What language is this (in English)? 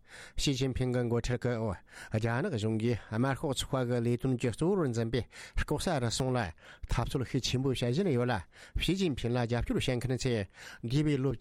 Tibetan